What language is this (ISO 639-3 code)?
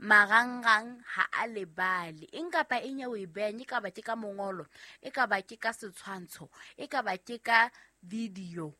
sot